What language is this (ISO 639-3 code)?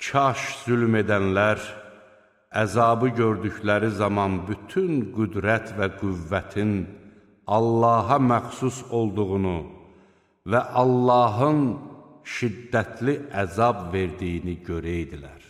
aze